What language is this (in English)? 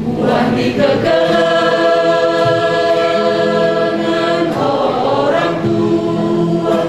Batak Karo